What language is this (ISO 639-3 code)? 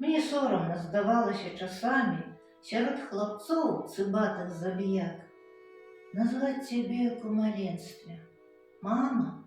bel